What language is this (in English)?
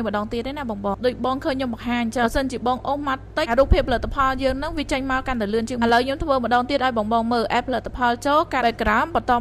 Khmer